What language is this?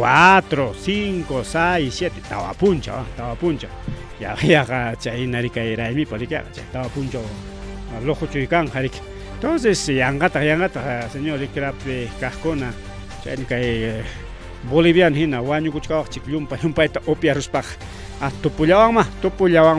Ayacucho Quechua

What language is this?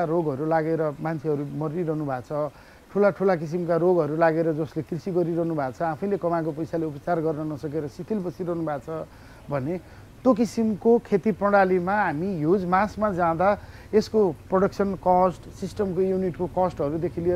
Nepali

